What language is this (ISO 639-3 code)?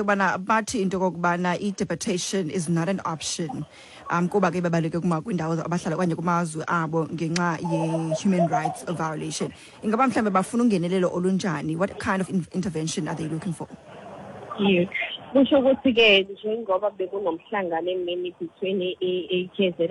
xho